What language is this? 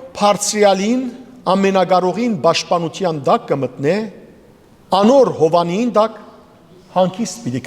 Western Armenian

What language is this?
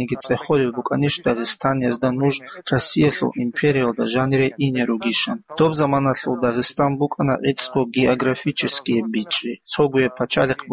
Avaric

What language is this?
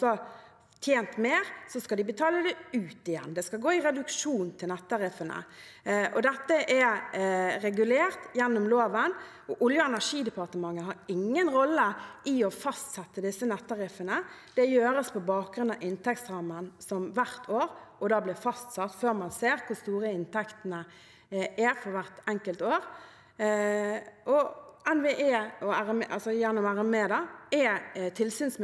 Norwegian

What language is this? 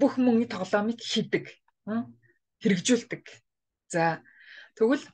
Mongolian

